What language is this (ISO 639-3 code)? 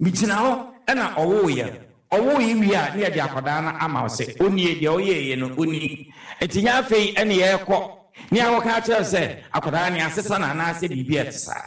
aka